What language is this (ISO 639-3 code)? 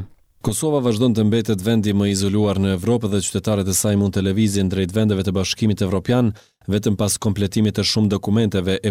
sqi